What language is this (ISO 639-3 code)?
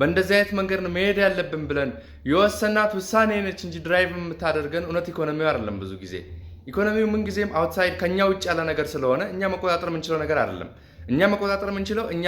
amh